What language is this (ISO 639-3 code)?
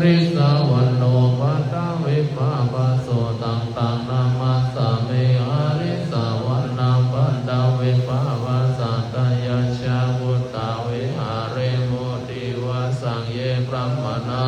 pli